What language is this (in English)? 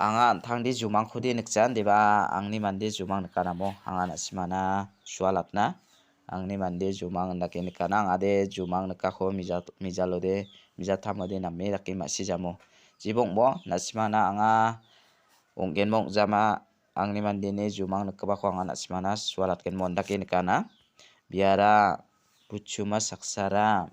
Garo